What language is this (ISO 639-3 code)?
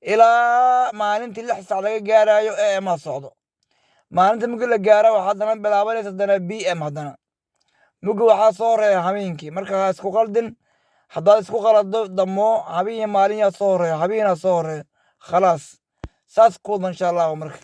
som